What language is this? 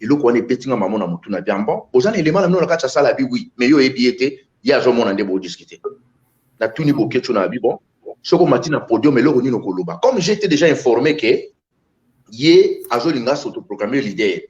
Lingala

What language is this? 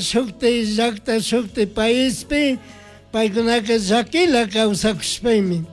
Chimborazo Highland Quichua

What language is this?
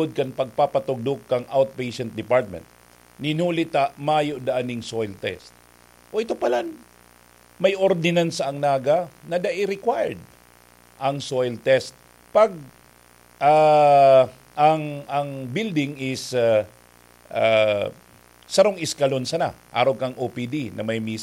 Bikol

